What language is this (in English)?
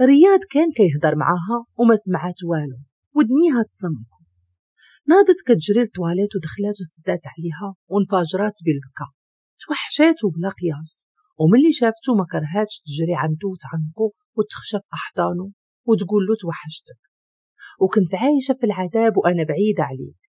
Moroccan Arabic